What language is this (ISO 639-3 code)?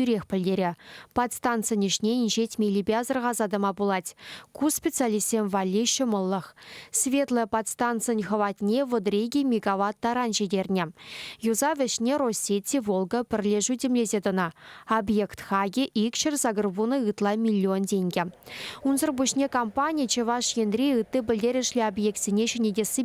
chv